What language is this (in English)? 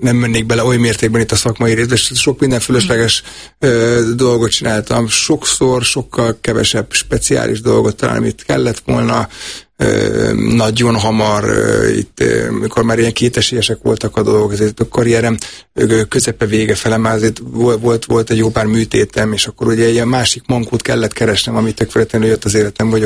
Hungarian